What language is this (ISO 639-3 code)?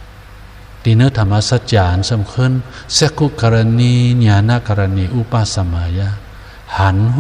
shn